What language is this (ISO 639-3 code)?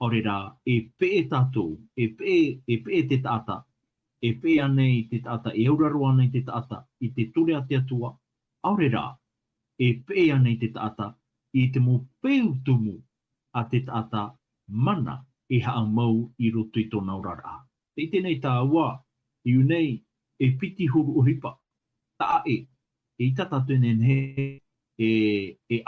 tah